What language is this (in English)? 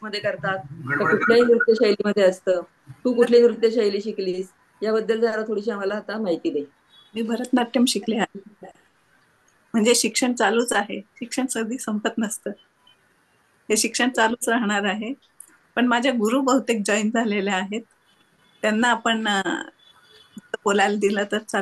Marathi